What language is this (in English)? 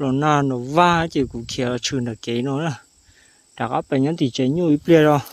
Hmong